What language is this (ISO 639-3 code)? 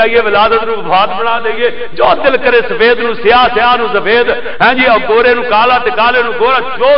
lah